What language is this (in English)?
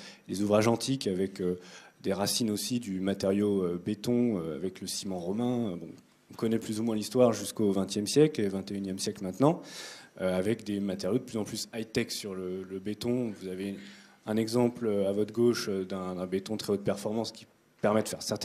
French